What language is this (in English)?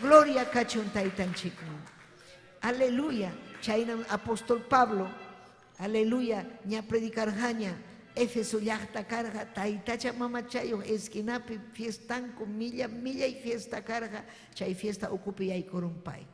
Ayacucho Quechua